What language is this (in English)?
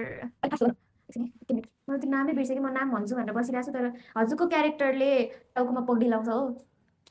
Nepali